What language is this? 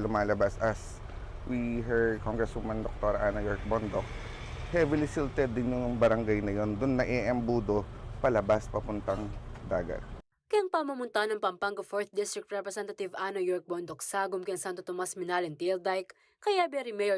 Pampanga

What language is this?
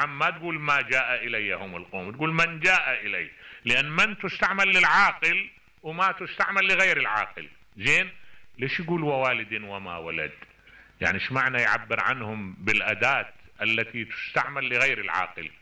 Mesopotamian Arabic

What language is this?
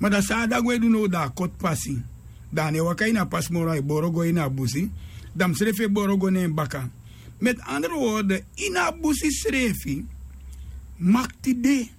Sranan Tongo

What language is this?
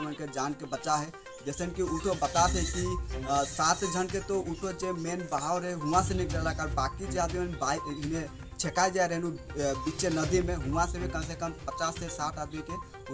Sadri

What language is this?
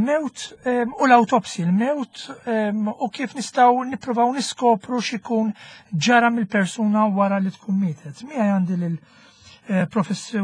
Maltese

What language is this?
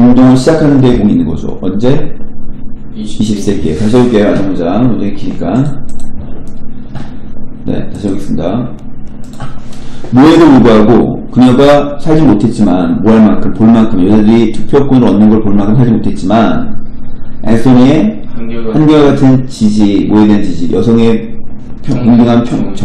Korean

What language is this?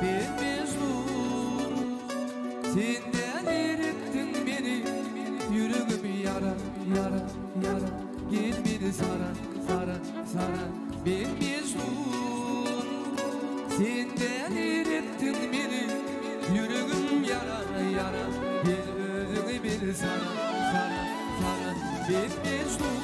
Turkmen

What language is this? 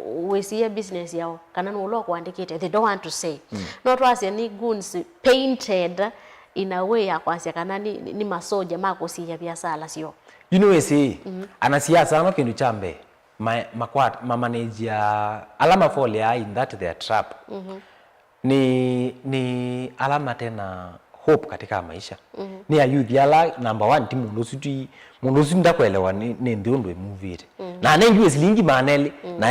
Kamba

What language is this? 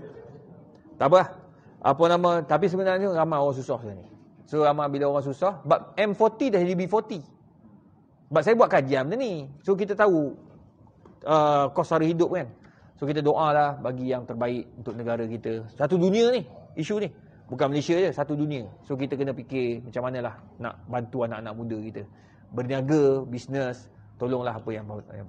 Malay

